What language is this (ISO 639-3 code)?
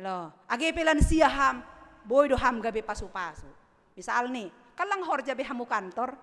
bts